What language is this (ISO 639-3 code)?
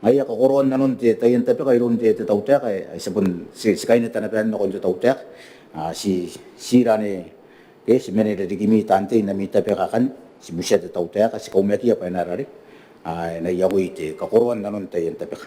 gil